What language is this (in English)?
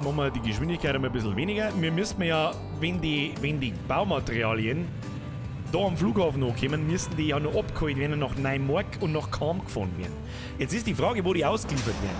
Bavarian